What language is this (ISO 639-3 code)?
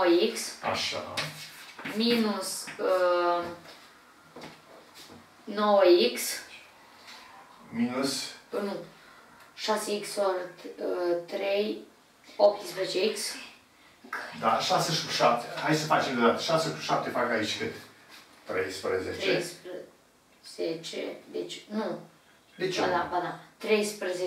ron